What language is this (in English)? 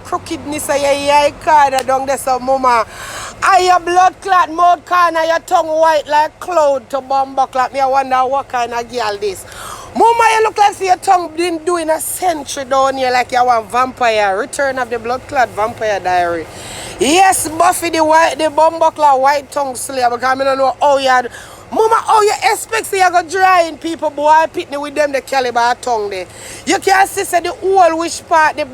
Jamaican Creole English